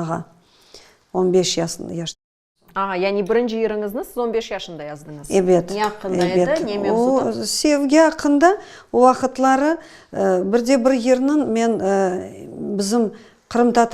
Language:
Crimean Tatar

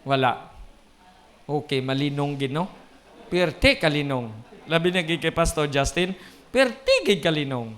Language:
Hiligaynon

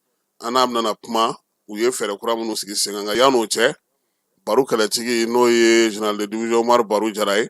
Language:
Bambara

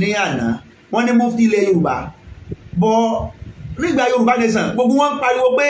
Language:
Yoruba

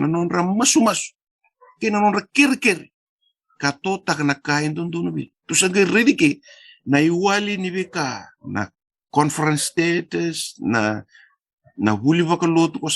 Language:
Fijian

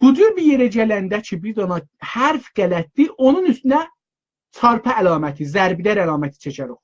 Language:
South Azerbaijani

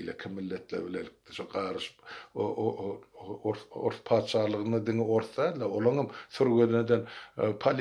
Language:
Turkmen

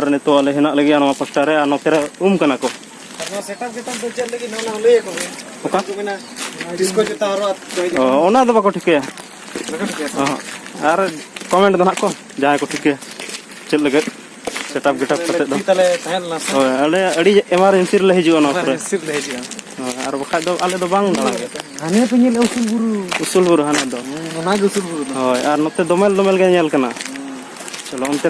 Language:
Santali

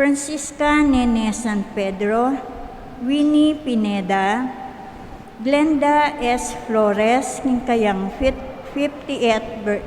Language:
Pampanga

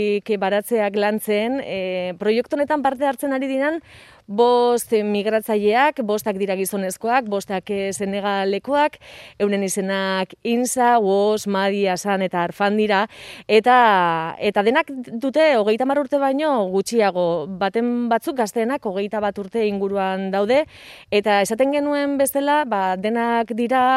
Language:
Basque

